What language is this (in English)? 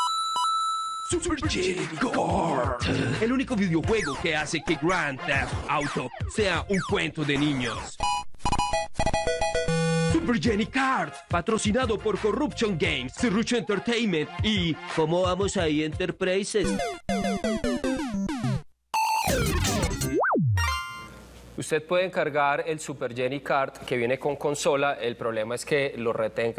Spanish